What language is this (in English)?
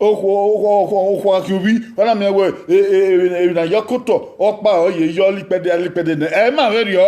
Bini